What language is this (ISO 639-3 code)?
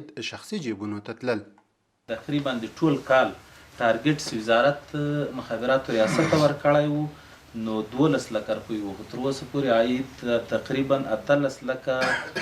pus